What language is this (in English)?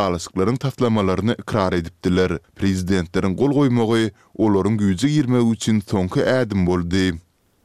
Turkmen